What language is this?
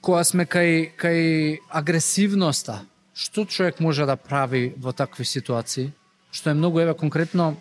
Macedonian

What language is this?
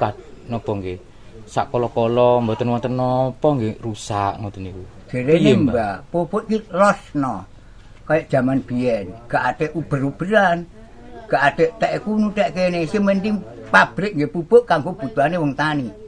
Javanese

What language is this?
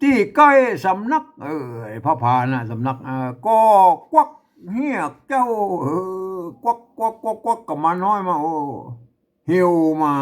Northern Thai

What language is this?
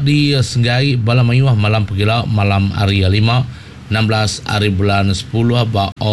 Iban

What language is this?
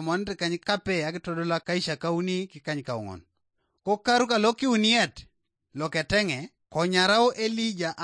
Teso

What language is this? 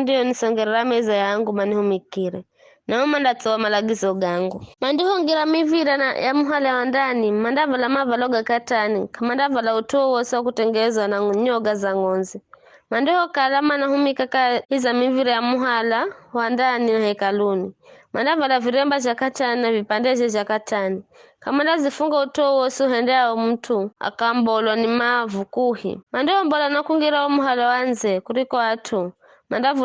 Giryama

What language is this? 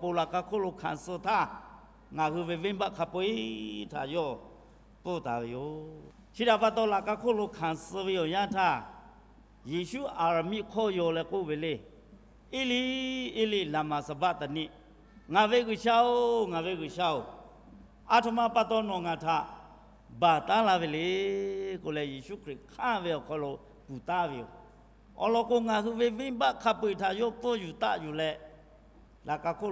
Lahu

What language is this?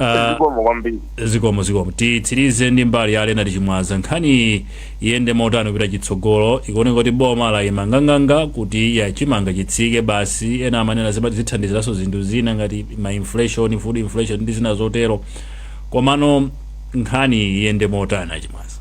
Nyanja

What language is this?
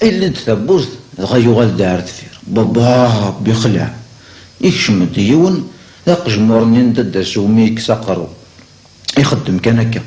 Kabyle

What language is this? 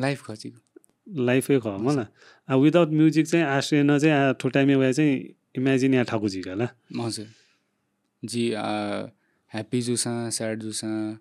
Newari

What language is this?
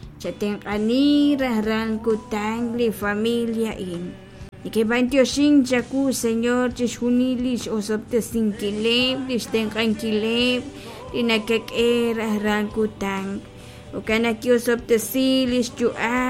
Kekchí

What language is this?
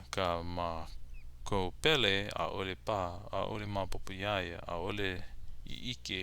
Hawaiian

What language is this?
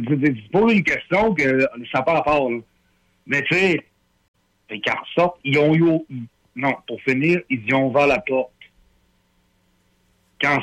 French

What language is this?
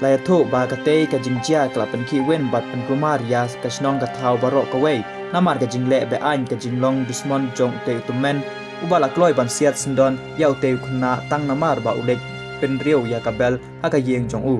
Khasi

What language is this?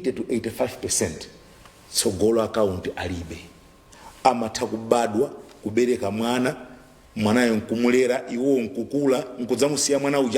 Nyanja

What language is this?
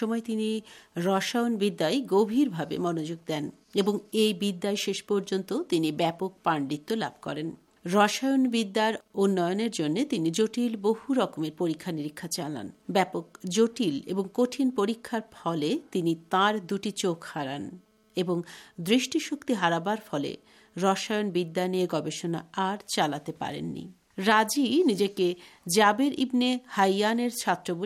Bangla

